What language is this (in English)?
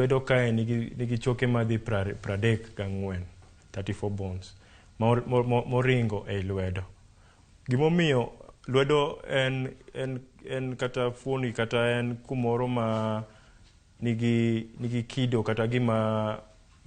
Luo (Kenya and Tanzania)